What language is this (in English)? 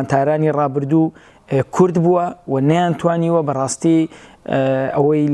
Central Kurdish